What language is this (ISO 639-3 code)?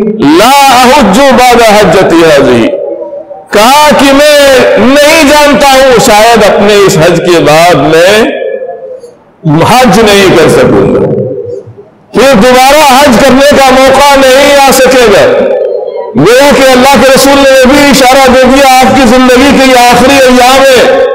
urd